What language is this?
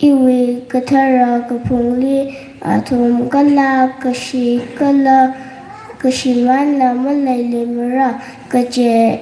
Tangkhul Naga (India)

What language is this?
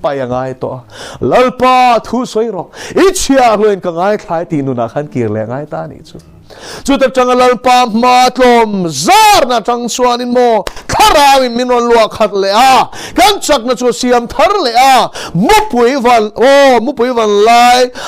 Mizo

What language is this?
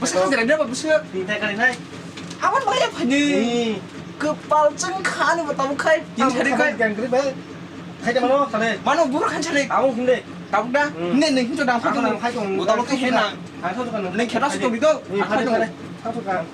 Kok Borok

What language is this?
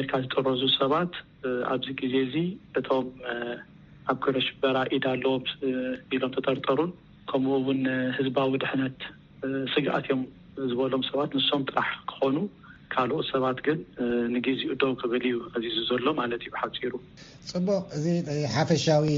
Tigrinya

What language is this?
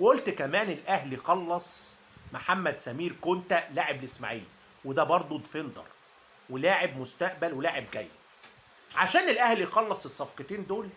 Egyptian Arabic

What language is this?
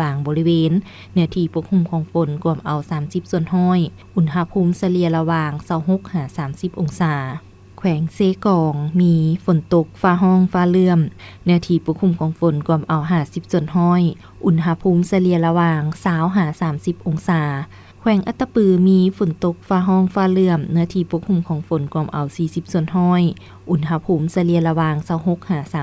Lao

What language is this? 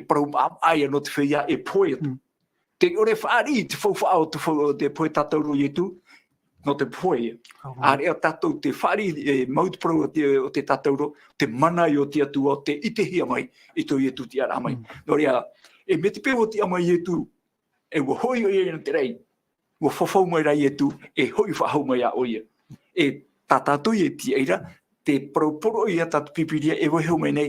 Tahitian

